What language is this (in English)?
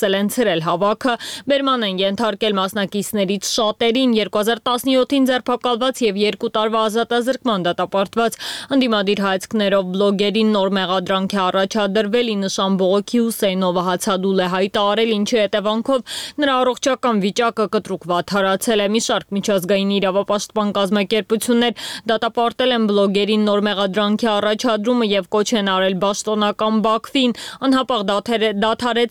Armenian